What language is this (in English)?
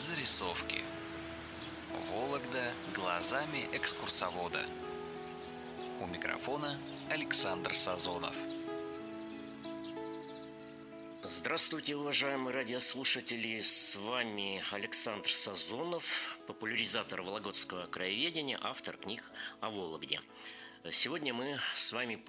Russian